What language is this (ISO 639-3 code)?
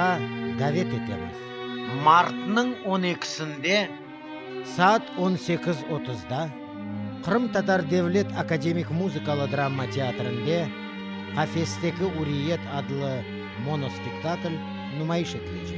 crh